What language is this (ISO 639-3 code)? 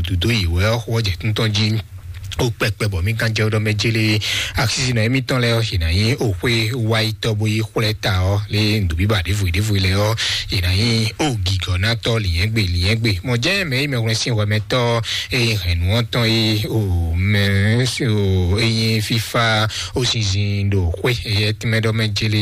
fon